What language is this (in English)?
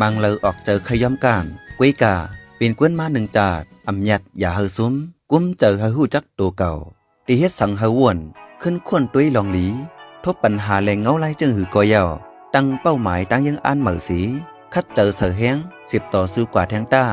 Shan